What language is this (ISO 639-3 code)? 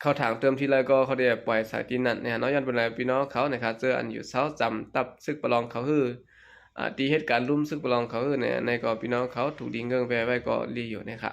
shn